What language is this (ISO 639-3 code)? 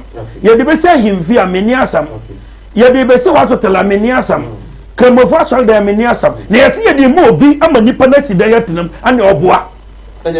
aka